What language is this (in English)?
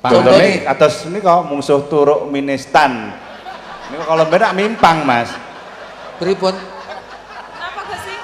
Javanese